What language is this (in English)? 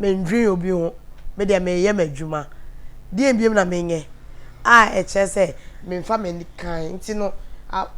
Akan